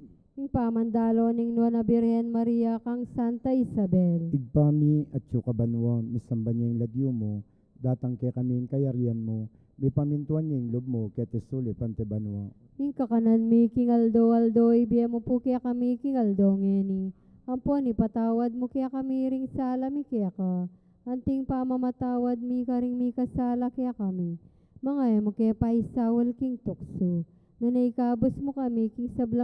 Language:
Pampanga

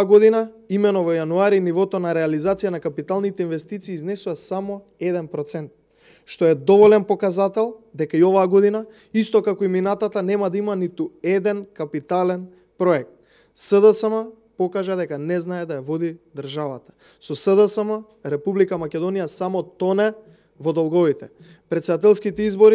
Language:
Macedonian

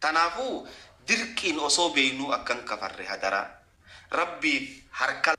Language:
Oromo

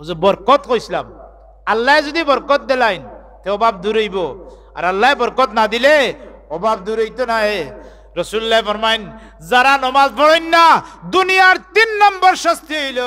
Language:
Sylheti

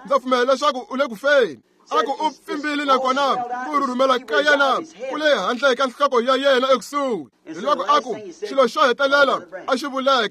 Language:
Tsonga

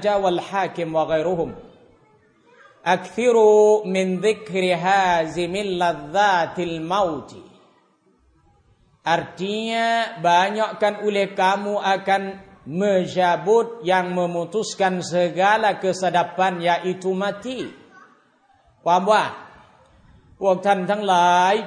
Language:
Thai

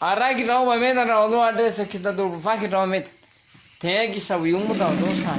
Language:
Nias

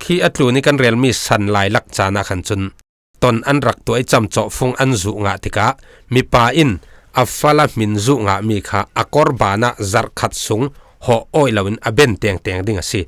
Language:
Falam Chin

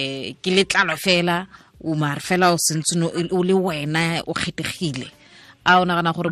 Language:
Tswana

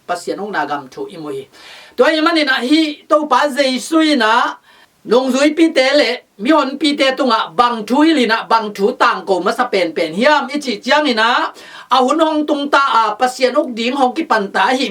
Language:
Tedim Chin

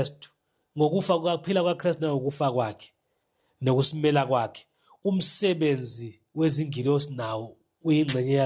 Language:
Zulu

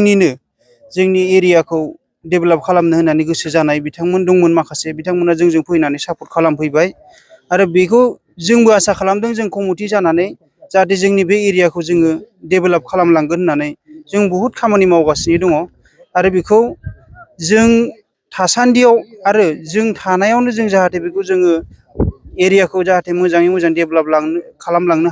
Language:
Bodo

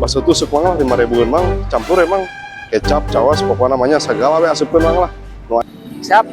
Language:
Sundanese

